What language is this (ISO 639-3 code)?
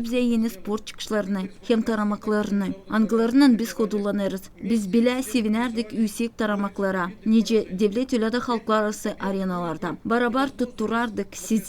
gag